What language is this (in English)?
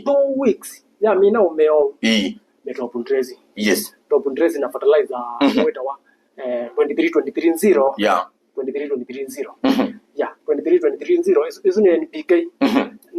Kamba